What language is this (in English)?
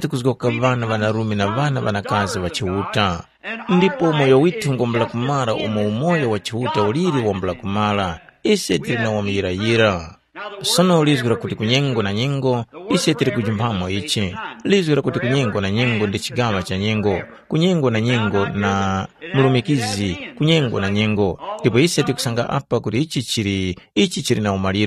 Tumbuka